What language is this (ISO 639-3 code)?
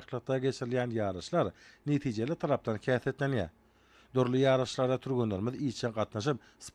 tuk